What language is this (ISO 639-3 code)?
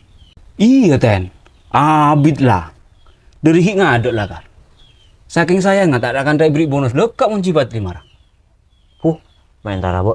mad